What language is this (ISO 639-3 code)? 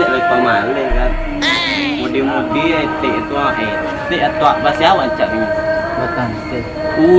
min